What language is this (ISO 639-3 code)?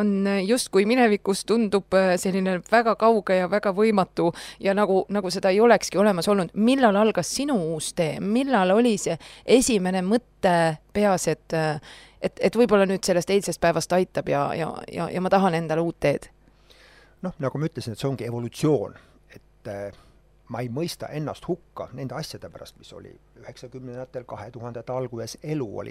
est